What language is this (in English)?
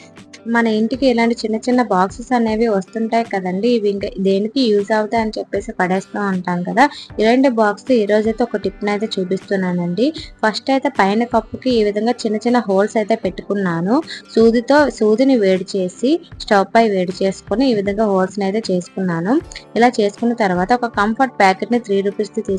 Telugu